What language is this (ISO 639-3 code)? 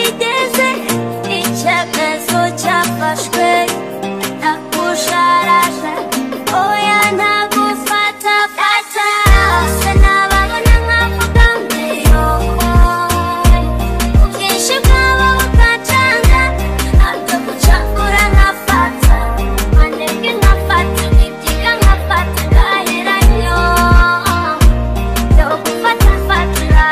kin